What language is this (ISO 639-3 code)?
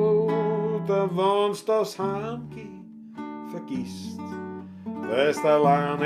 bar